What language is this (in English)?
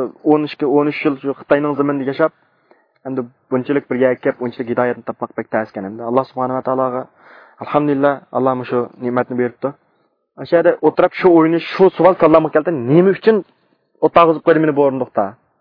Uyghur